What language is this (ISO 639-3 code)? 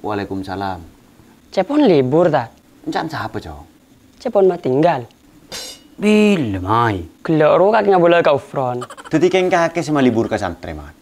mad